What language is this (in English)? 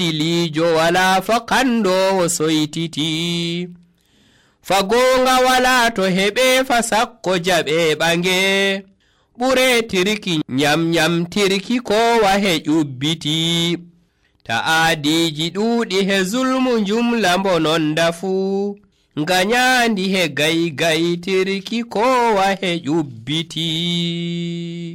Nigerian Fulfulde